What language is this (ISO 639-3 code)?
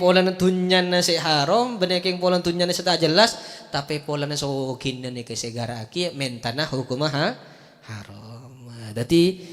mad